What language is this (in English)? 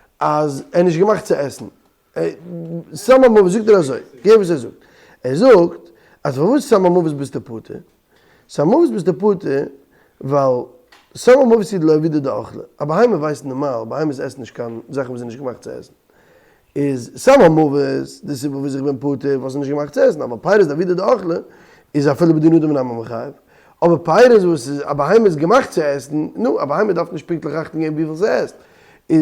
Yiddish